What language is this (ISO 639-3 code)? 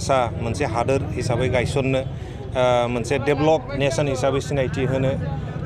brx